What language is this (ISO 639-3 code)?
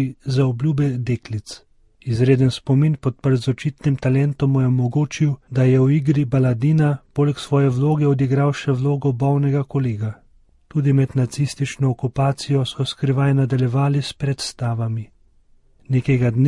slv